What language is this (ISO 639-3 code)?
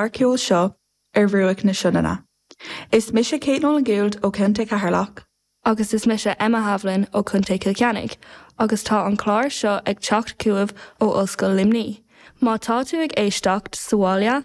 gle